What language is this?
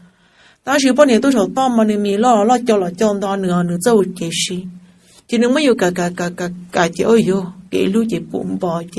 Hmong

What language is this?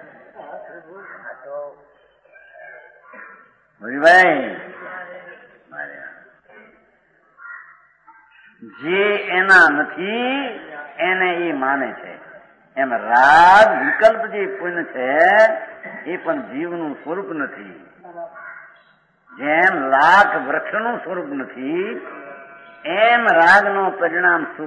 Gujarati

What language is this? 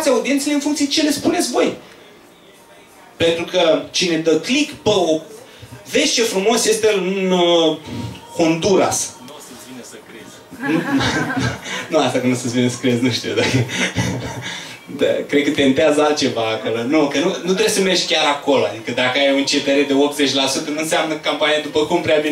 Romanian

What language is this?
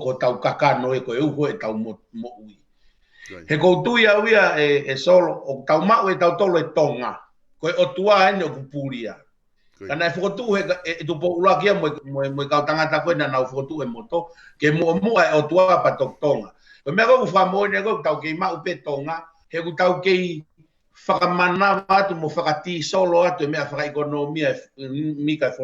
Tongan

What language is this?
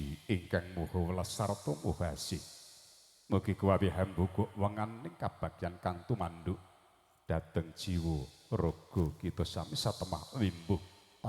Javanese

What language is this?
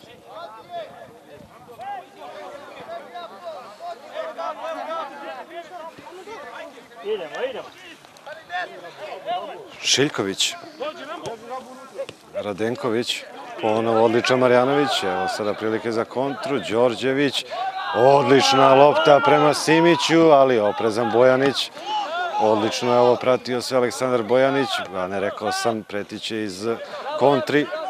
Serbian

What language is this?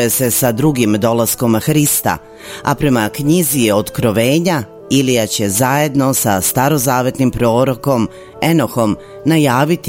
Serbian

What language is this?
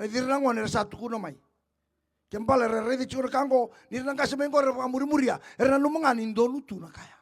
Fijian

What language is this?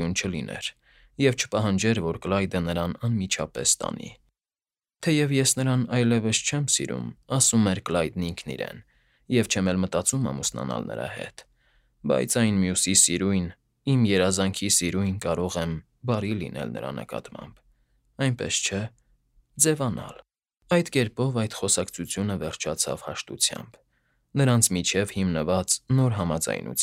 Armenian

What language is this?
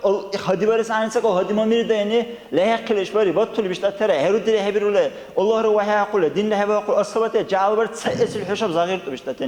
Dargwa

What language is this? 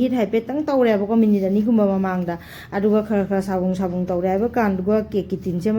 Manipuri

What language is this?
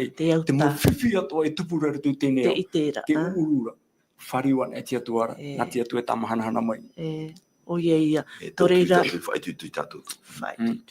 Tahitian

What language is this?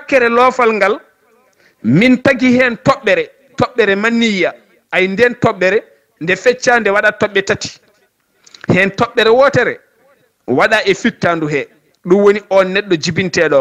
Fula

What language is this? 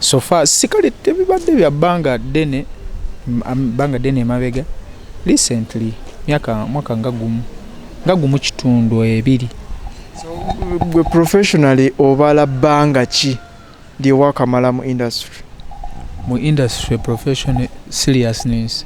Ganda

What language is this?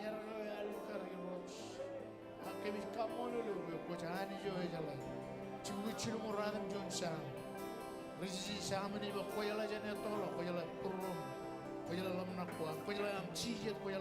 Marshallese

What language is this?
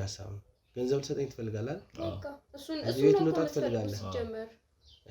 Amharic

